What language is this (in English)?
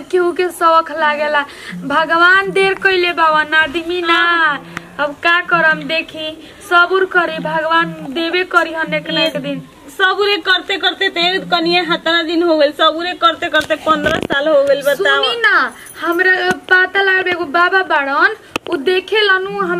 Bhojpuri